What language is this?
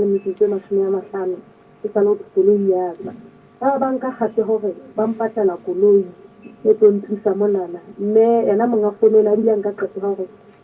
Southern Sotho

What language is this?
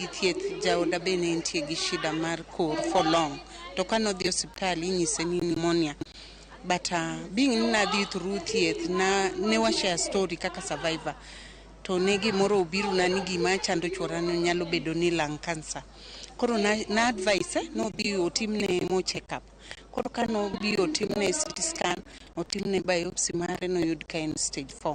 Luo (Kenya and Tanzania)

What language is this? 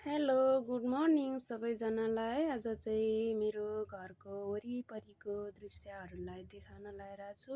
Nepali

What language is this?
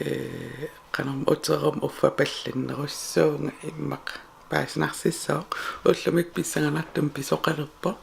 Kalaallisut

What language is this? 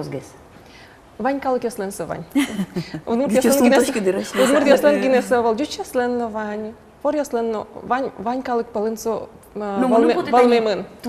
Udmurt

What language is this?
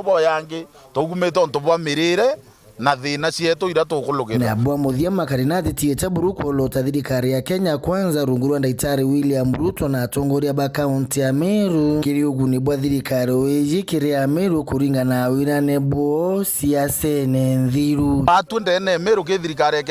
Meru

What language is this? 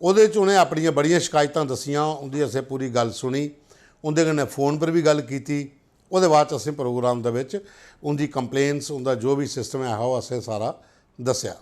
Dogri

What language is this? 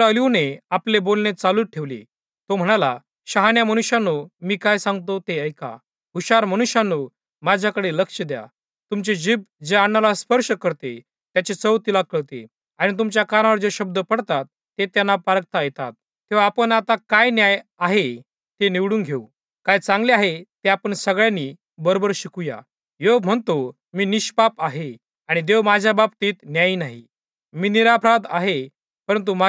Marathi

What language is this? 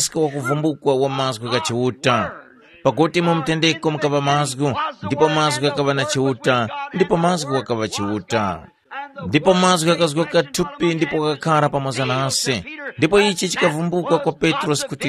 Tumbuka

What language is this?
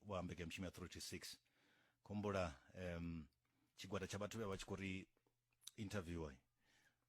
Venda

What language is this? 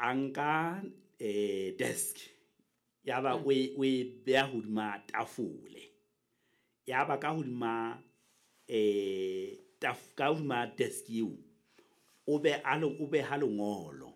Southern Sotho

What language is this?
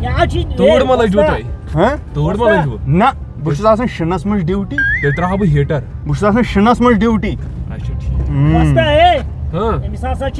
Kashmiri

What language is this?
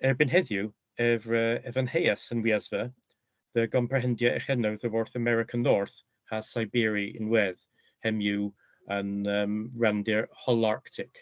Cornish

